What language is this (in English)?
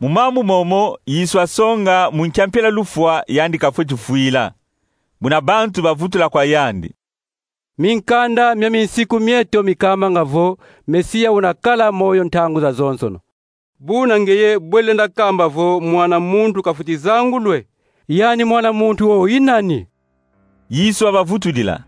Kongo